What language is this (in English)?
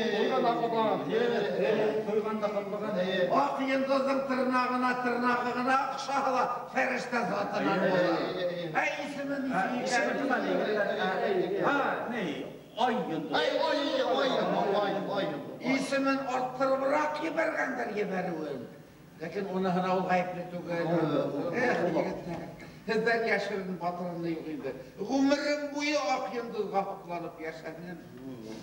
Bashkir